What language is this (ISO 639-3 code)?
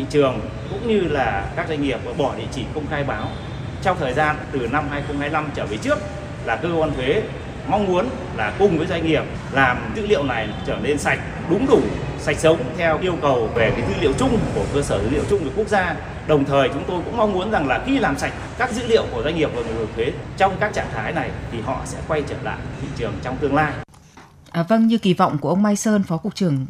vie